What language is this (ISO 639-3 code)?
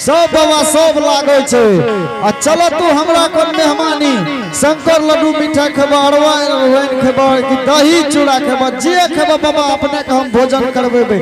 anp